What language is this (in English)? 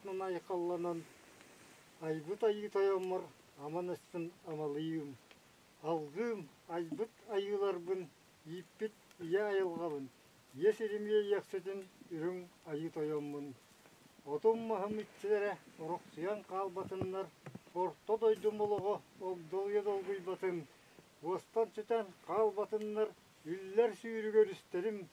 Yakut